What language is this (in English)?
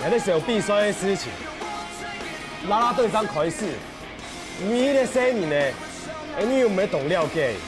Hakka Chinese